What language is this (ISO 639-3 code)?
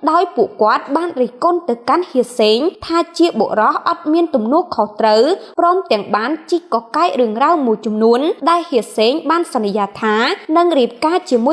khm